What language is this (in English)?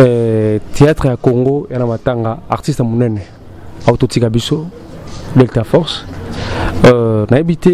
Lingala